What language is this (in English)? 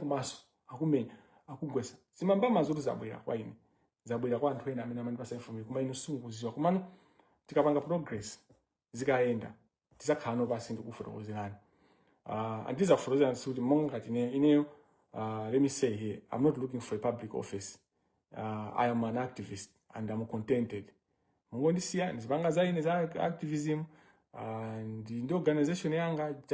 Nyanja